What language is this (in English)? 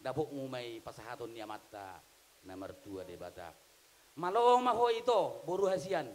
Batak Toba